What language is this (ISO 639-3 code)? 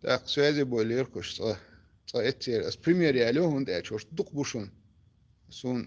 che